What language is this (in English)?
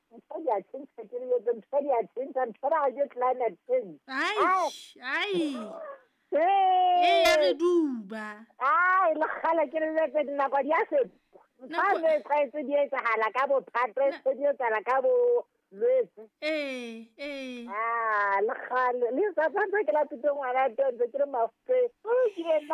Southern Sotho